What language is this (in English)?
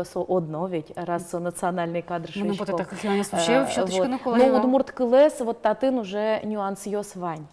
Udmurt